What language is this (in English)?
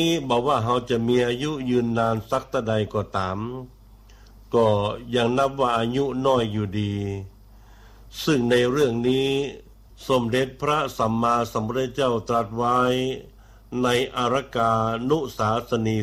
Thai